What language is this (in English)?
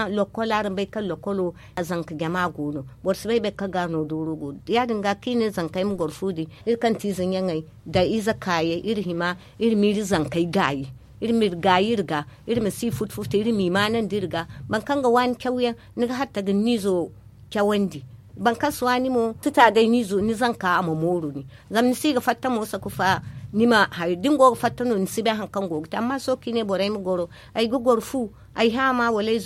Zarma